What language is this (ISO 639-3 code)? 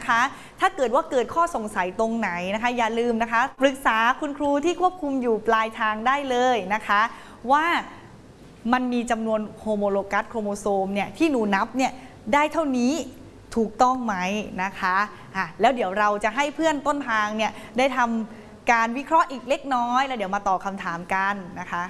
tha